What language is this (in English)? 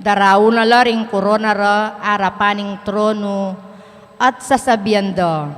Pampanga